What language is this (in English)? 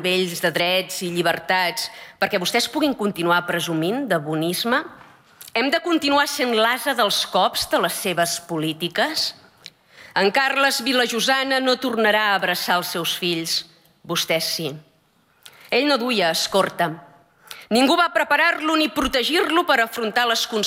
Catalan